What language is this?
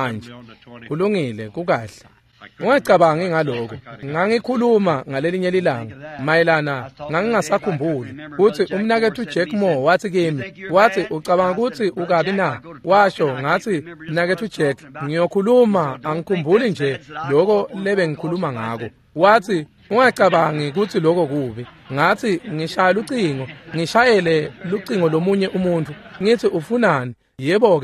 Swati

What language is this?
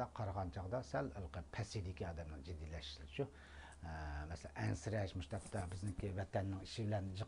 Uyghur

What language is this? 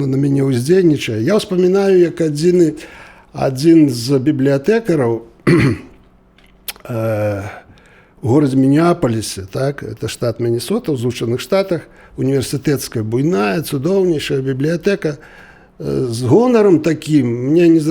Belarusian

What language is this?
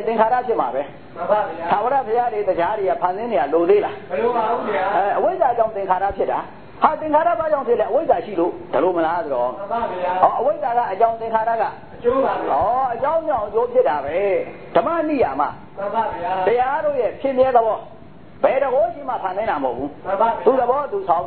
Burmese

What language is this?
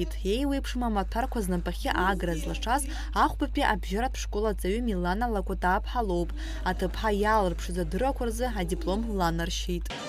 Abkhazian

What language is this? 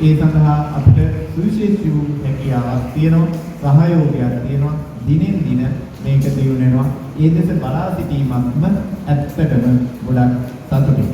Sinhala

